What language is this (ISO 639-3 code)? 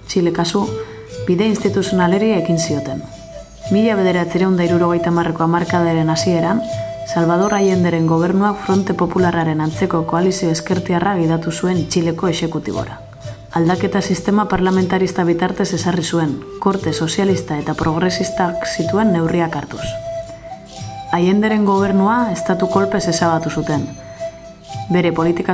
eus